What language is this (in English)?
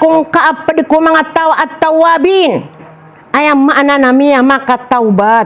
Maranao